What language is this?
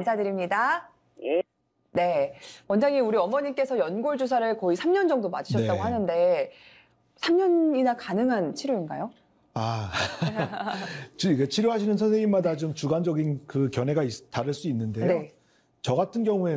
Korean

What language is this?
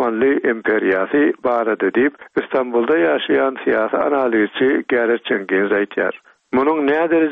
Turkmen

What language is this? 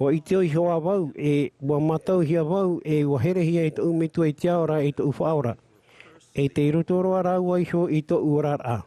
Tahitian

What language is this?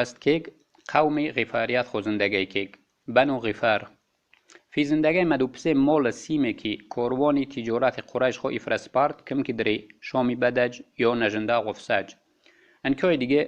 Tajik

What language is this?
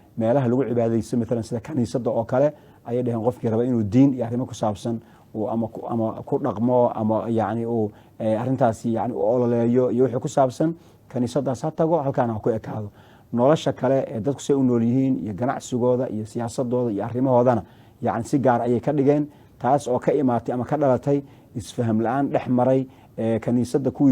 Somali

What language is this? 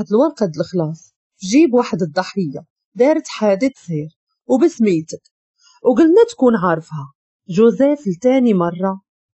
Moroccan Arabic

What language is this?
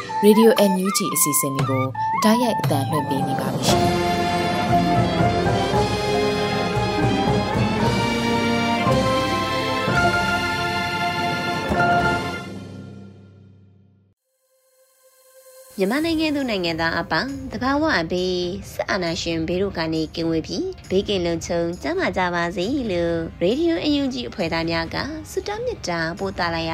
Burmese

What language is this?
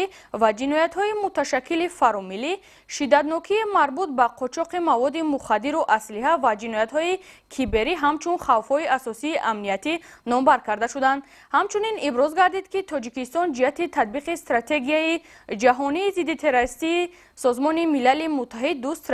Tajik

